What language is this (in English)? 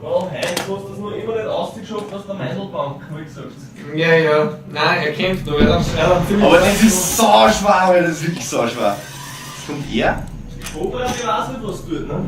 Bavarian